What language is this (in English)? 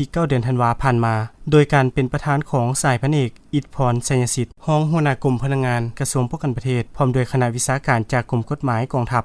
Lao